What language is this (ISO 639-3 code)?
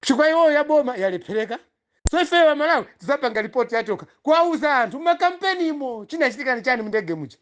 nya